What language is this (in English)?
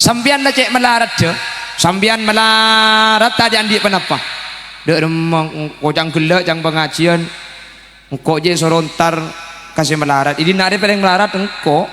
Madurese